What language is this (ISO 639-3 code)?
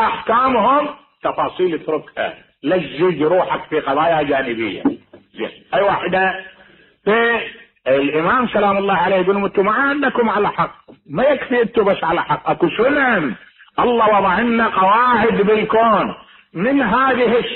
acm